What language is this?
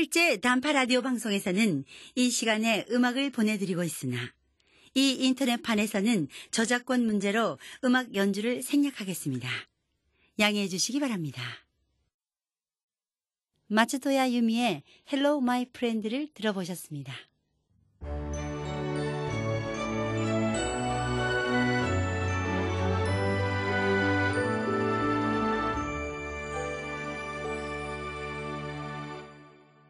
Korean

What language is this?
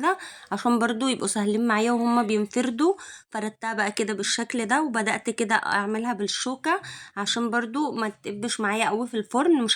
Egyptian Arabic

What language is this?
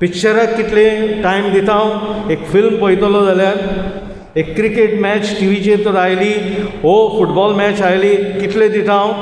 Konkani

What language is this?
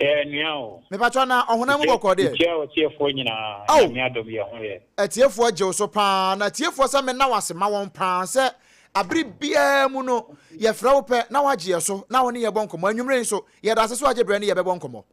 Akan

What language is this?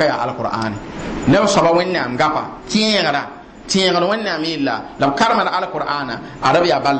Mossi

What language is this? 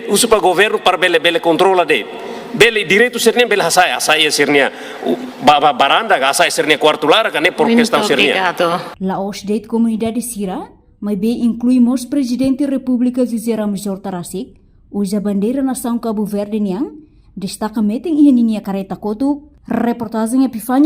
Tetum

